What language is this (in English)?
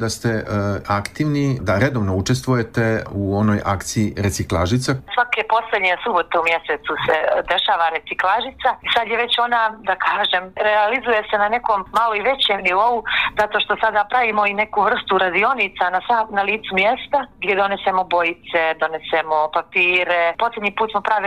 Bosnian